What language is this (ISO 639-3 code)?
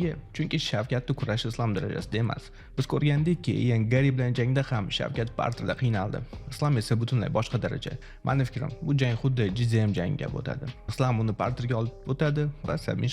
uzb